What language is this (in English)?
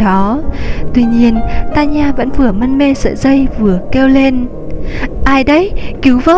Vietnamese